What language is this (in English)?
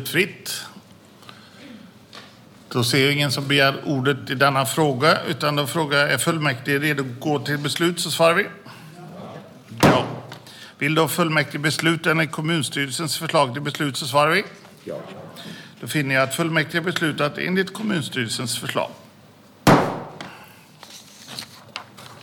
Swedish